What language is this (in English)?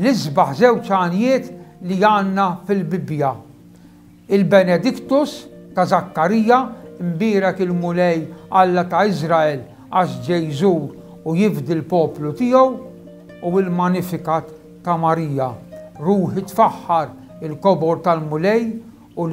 Maltese